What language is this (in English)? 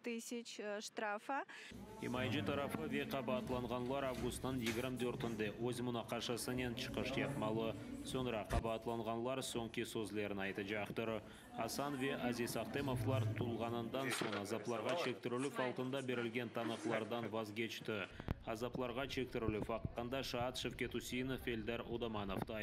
Crimean Tatar